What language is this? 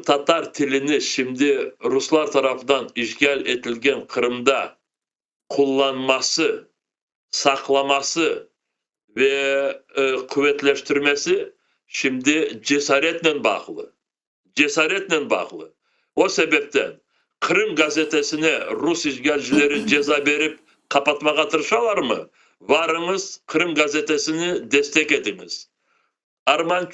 Crimean Tatar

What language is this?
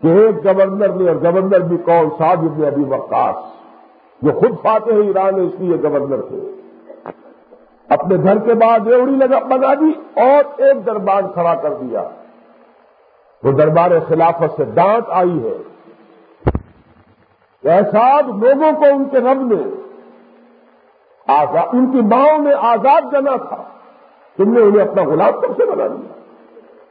Urdu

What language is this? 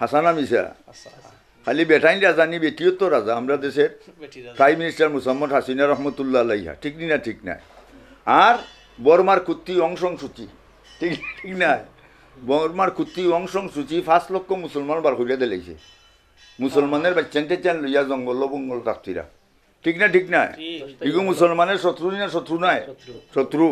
Sylheti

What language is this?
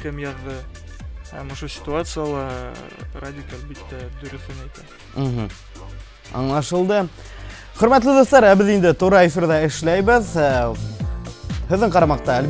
Bashkir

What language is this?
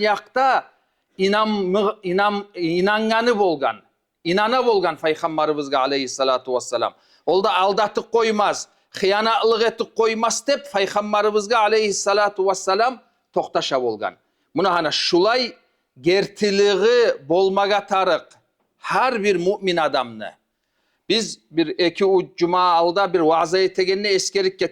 Kumyk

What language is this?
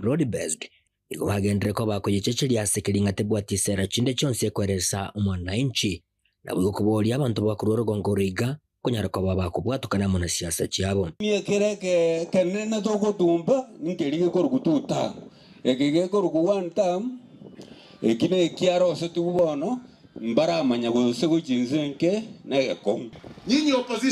Gusii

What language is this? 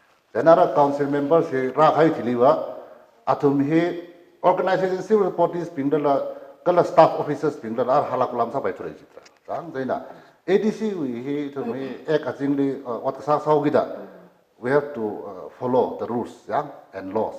Tangkhul Naga (India)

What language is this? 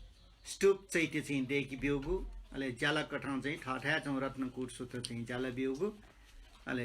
Newari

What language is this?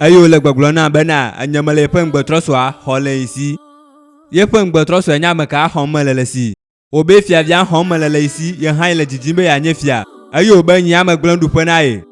Ewe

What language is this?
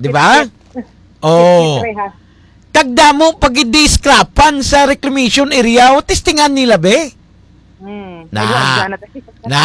Hiligaynon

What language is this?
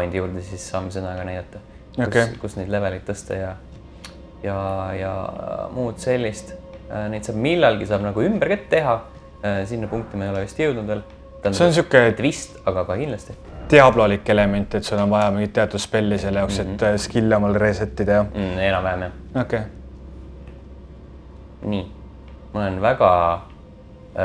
Estonian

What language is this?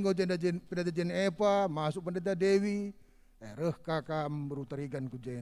Batak Karo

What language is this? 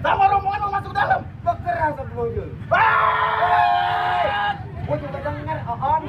Betawi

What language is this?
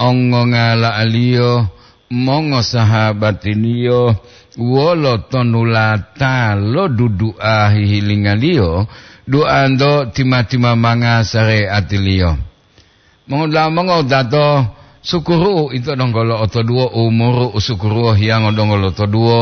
Gorontalo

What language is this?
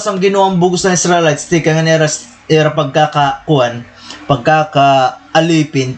Waray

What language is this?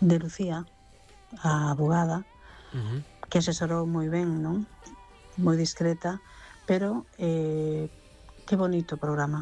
Galician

